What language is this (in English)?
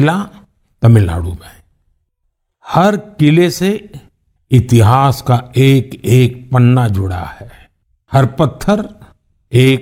Hindi